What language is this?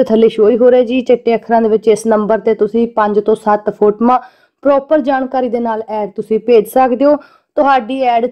Punjabi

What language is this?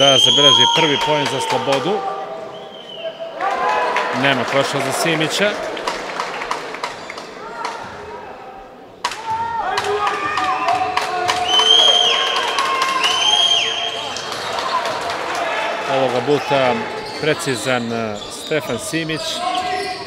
Serbian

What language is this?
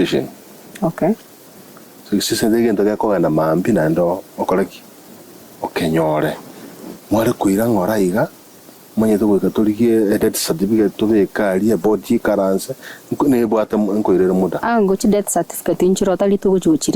Gusii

